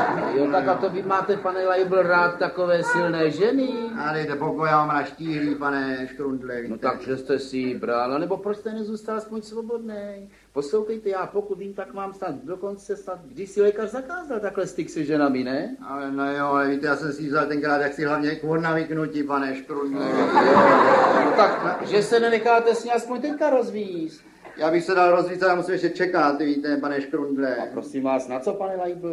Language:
Czech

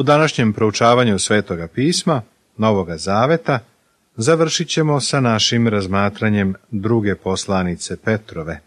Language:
Serbian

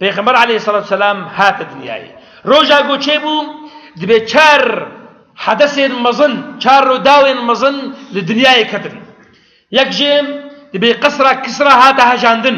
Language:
Kurdish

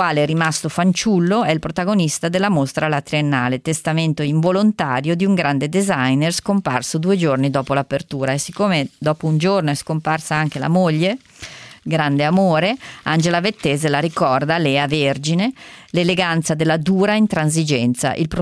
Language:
Italian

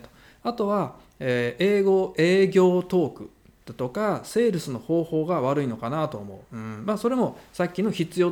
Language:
Japanese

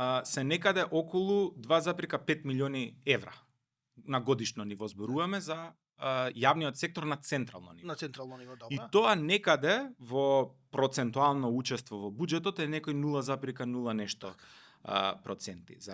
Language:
Macedonian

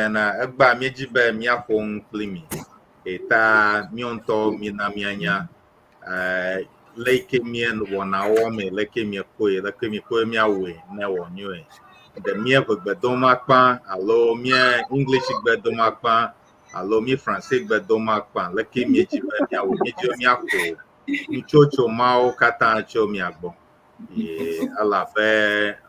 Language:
Ewe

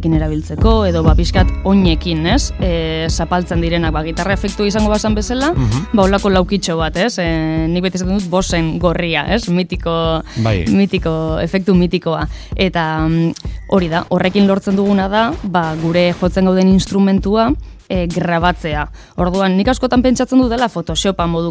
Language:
Basque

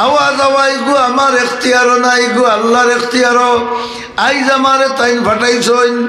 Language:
Sylheti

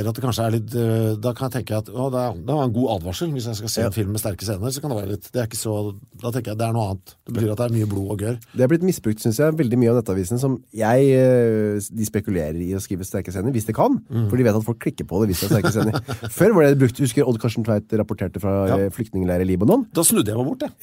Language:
Norwegian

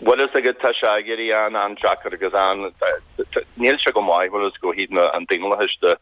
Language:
Irish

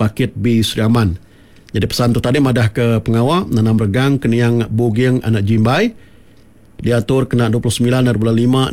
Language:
Iban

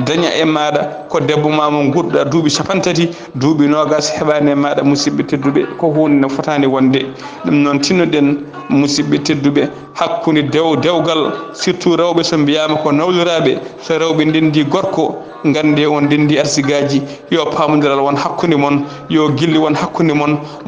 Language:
Fula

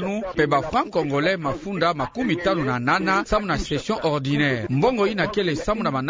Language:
Kituba (Democratic Republic of Congo)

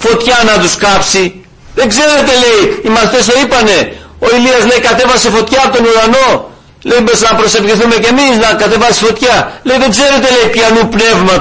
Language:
Greek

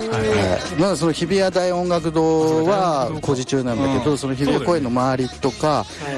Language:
Japanese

